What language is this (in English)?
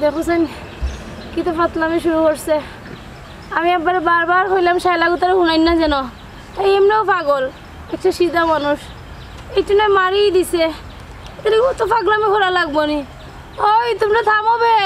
Sylheti